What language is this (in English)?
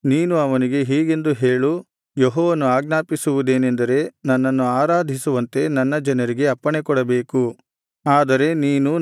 Kannada